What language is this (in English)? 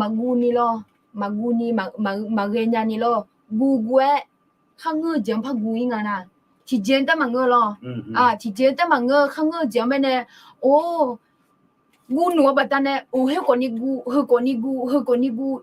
Akha